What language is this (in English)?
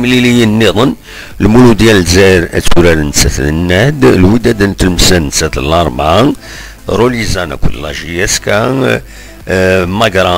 Kabyle